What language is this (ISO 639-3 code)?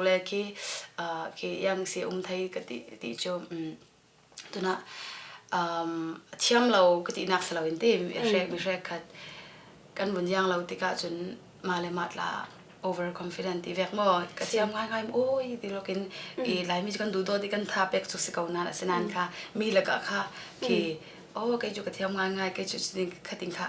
cnh